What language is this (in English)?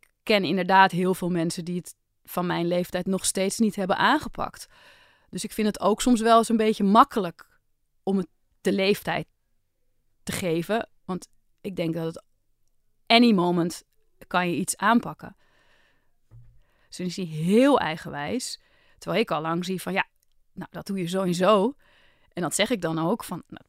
Dutch